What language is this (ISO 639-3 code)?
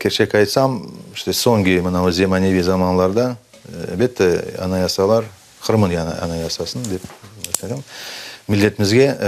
crh